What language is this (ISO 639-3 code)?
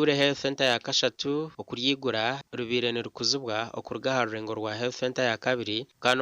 nyn